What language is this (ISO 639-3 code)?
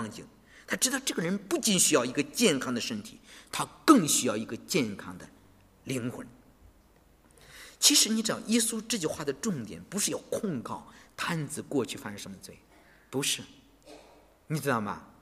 zho